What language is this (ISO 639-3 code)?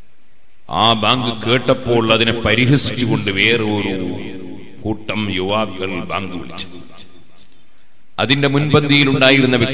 mal